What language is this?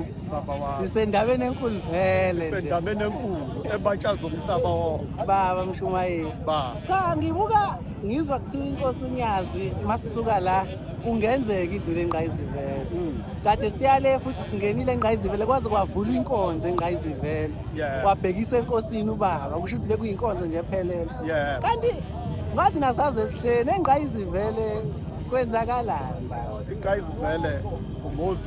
Zulu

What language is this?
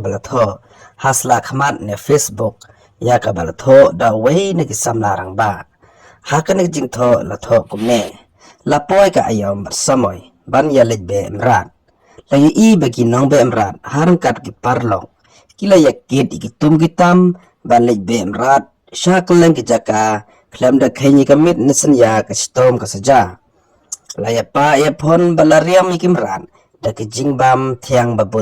Khasi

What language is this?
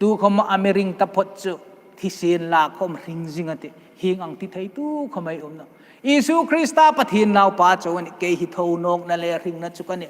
Hmar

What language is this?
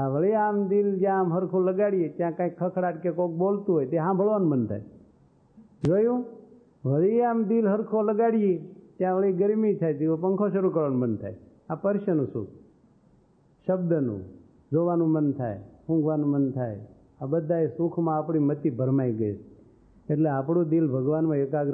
Gujarati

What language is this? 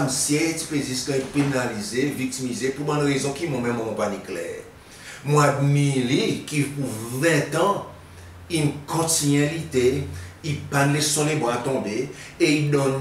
Seselwa Creole French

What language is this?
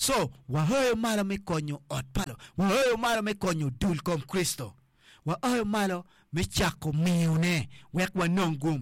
Acoli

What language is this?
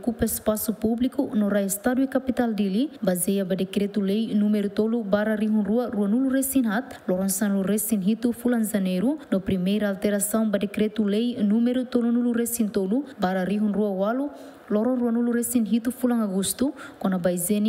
Tetum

